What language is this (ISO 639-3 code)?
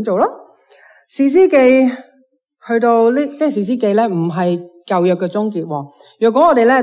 yue